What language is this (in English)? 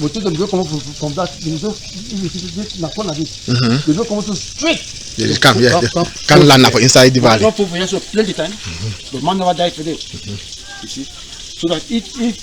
Cameroon Pidgin